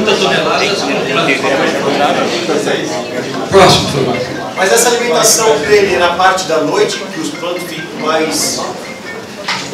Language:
Portuguese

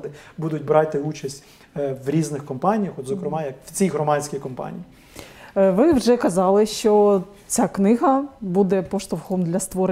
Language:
Ukrainian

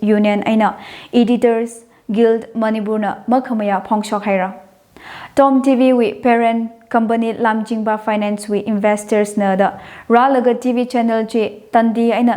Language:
Tangkhul Naga (India)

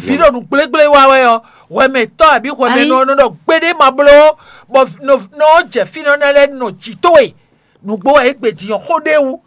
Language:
Fon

